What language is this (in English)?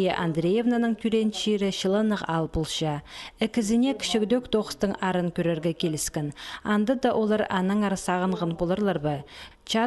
Khakas